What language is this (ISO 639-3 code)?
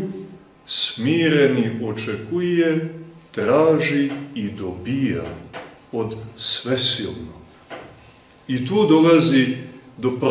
srp